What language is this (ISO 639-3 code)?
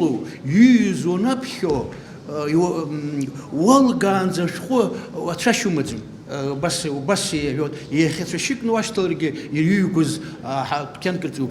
abk